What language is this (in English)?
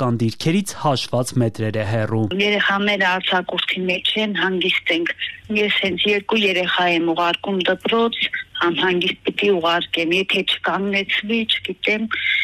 Armenian